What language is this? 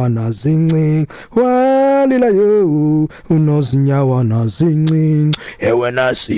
Xhosa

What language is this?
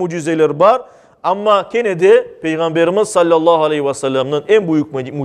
Crimean Tatar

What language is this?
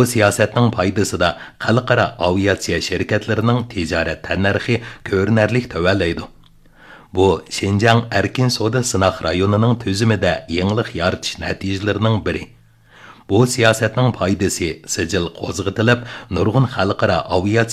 Uyghur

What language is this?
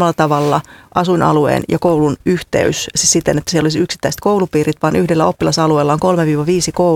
Finnish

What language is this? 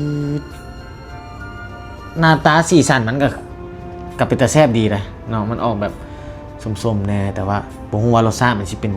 Lao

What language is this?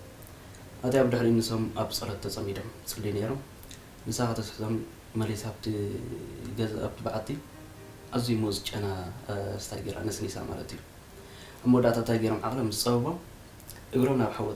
Tigrinya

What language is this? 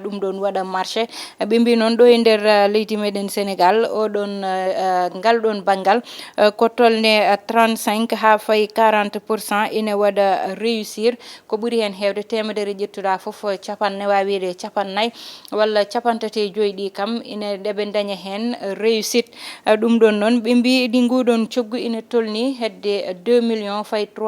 Fula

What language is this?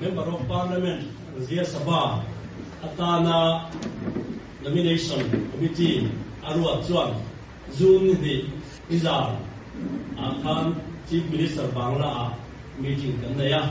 Mizo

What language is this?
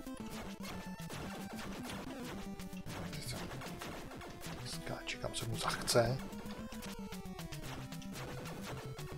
Czech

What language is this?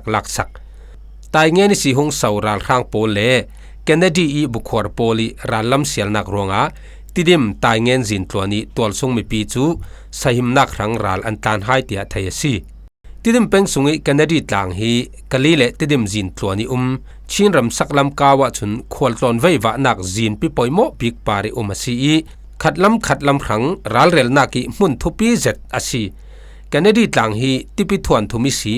Falam Chin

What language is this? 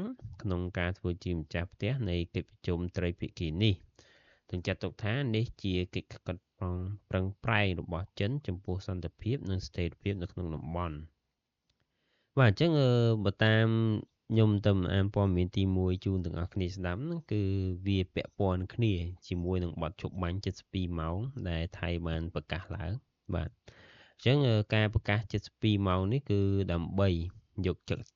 Khmer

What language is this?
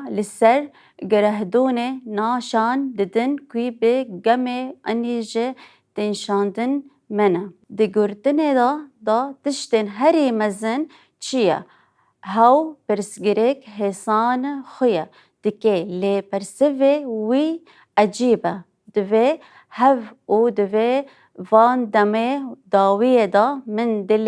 Kurdish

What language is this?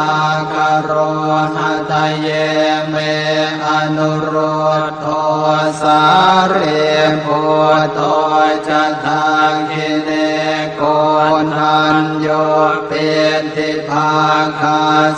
Pali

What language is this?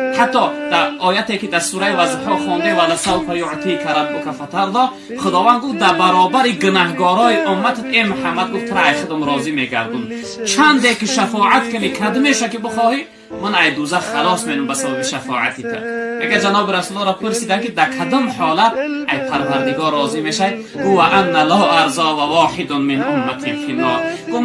Tajik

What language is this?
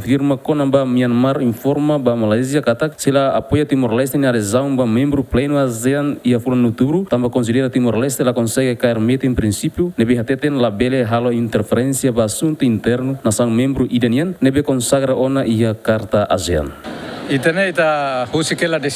Tetum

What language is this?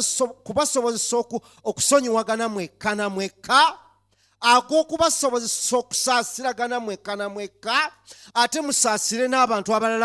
Ganda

